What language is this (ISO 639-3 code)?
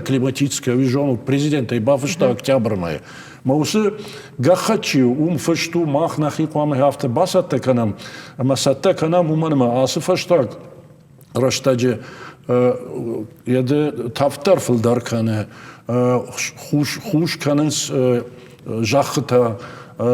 oss